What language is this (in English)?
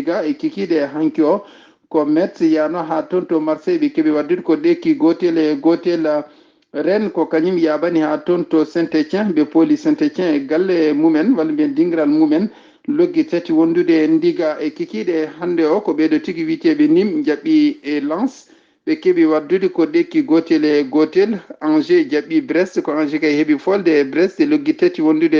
Fula